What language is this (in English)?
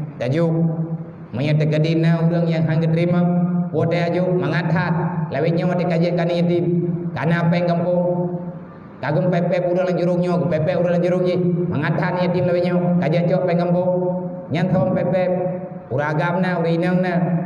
Achinese